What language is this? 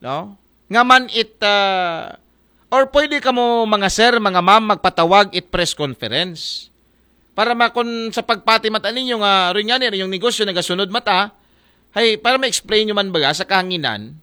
Aklanon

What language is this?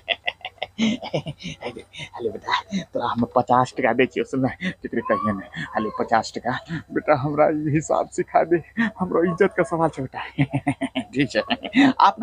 Angika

